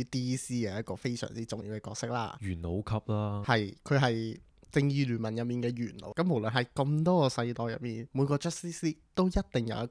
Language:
Cantonese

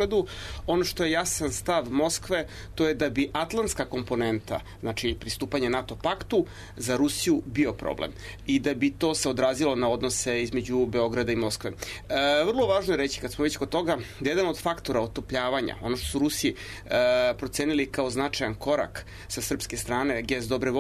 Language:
Serbian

